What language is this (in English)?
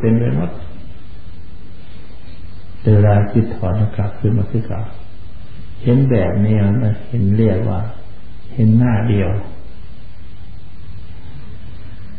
Thai